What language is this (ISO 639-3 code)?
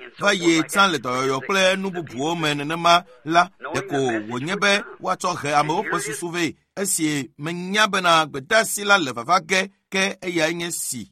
ewe